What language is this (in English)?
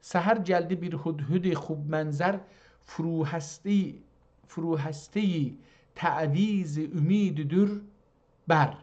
South Azerbaijani